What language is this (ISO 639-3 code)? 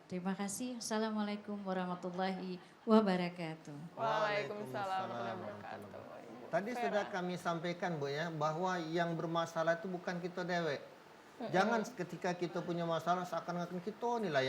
mui